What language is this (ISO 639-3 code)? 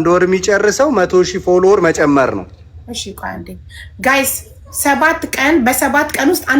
amh